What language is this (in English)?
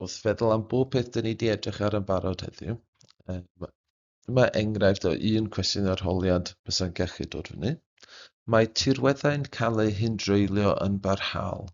Welsh